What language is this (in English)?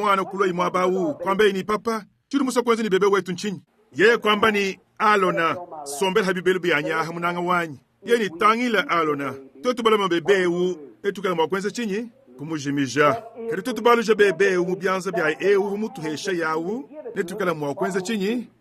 Luba-Lulua